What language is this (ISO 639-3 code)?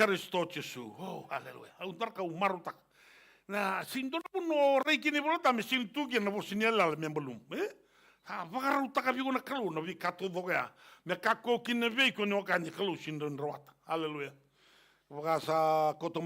fij